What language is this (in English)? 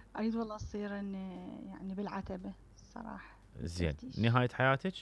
Mesopotamian Arabic